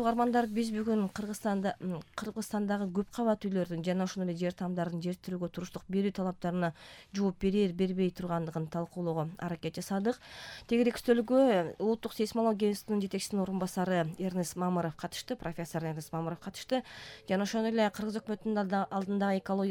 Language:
Kyrgyz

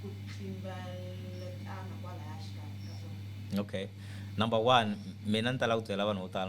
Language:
Tsonga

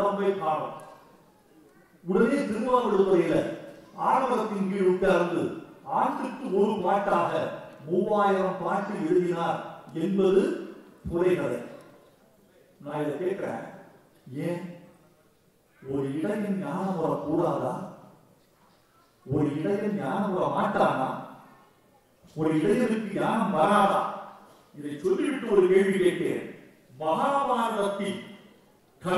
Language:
Tamil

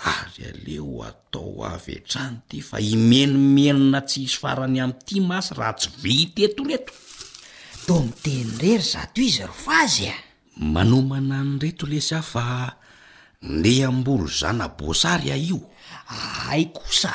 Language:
Malagasy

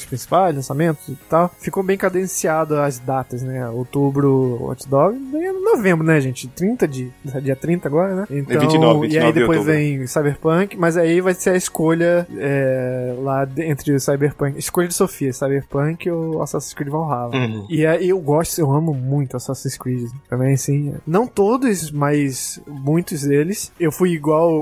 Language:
Portuguese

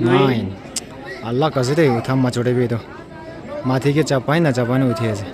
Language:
Naga Pidgin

